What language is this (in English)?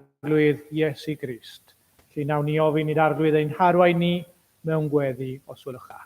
Welsh